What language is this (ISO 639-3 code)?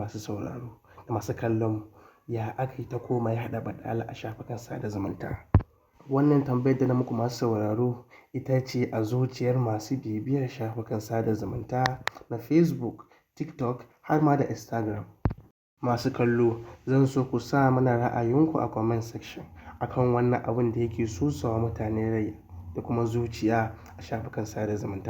hau